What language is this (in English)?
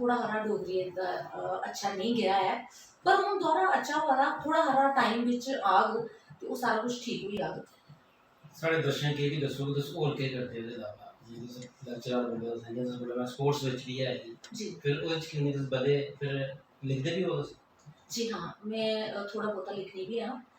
Dogri